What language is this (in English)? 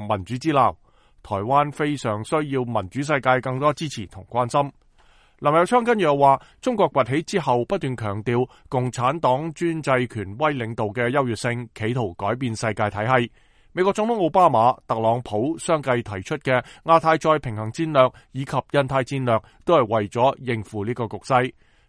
Cantonese